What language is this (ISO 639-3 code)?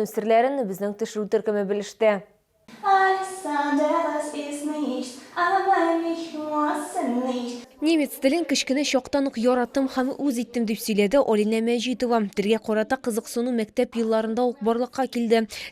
tat